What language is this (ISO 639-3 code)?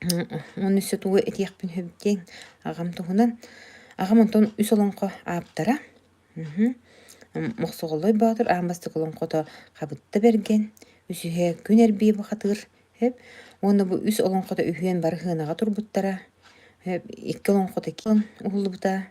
sah